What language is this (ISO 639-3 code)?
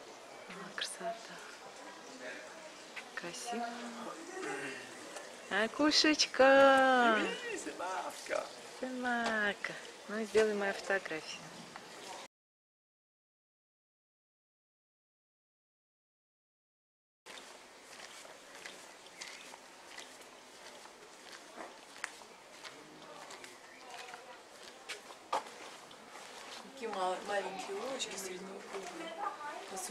rus